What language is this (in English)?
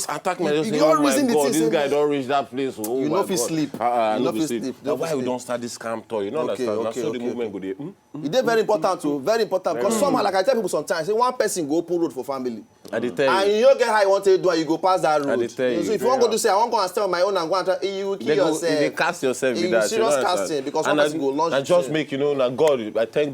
Nigerian Pidgin